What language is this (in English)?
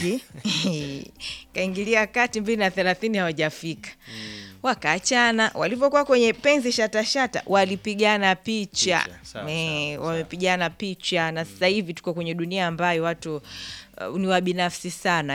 Swahili